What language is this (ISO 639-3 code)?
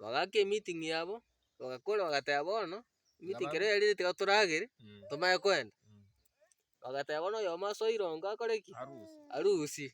guz